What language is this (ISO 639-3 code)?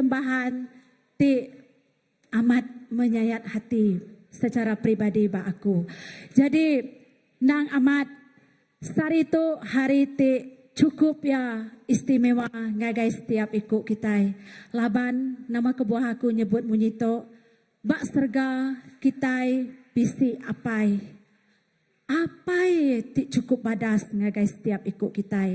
iba